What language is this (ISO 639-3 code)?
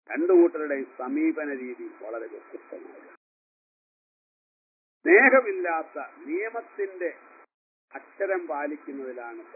mal